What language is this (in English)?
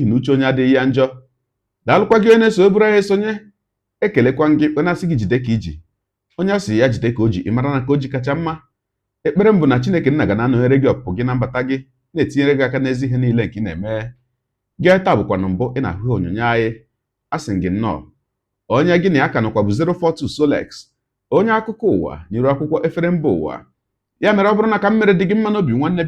Igbo